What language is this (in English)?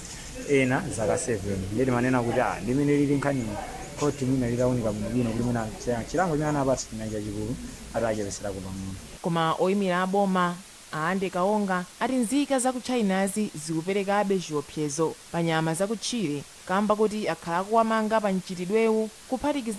Nyanja